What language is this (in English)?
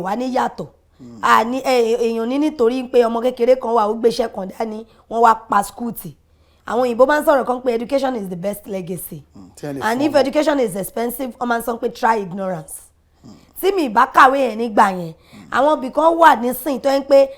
Yoruba